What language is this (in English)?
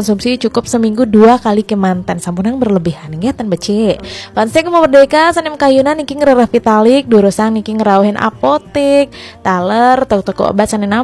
Balinese